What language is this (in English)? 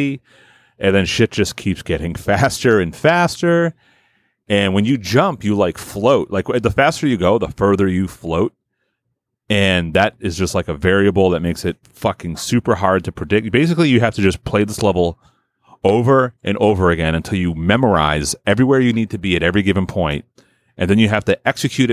English